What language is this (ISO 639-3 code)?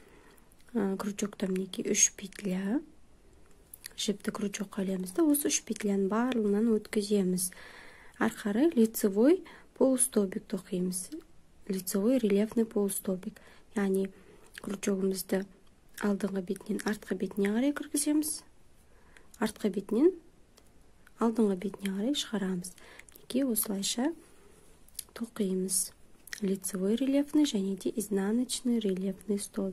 kaz